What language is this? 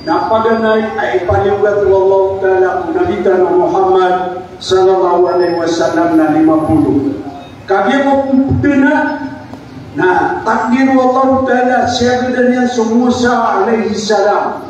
Maranao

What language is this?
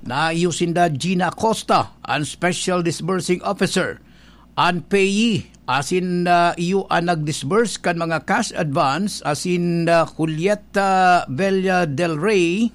Bikol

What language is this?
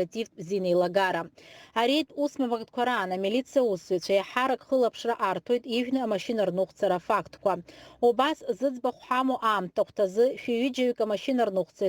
Abkhazian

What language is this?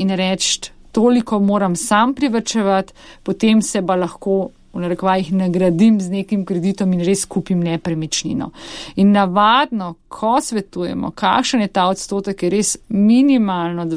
Slovenian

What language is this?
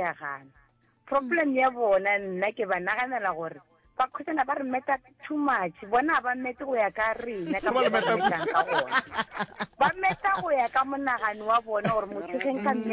Northern Sotho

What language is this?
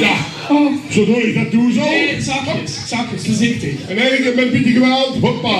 Limburgish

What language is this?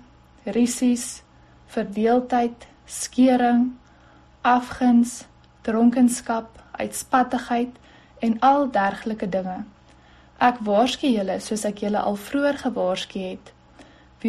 Afrikaans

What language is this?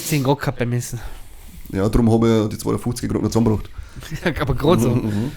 Bavarian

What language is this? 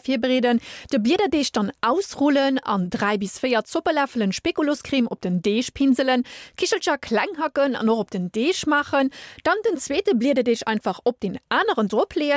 Luxembourgish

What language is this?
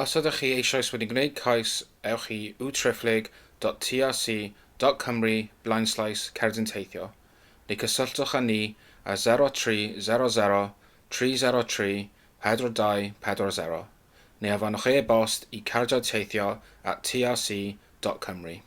Welsh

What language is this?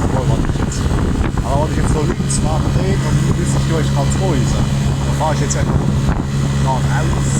Palatine German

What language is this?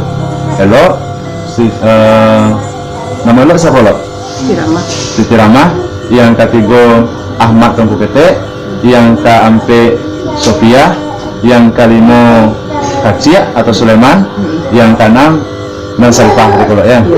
Minangkabau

